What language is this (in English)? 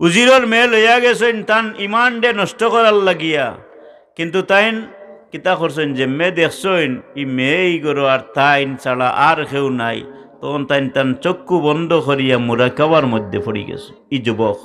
Sylheti